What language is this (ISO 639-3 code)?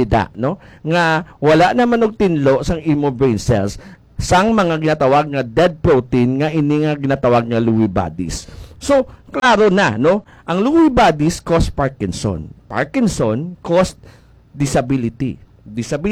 hil